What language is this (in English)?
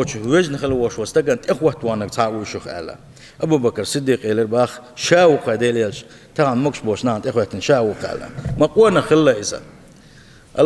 Chechen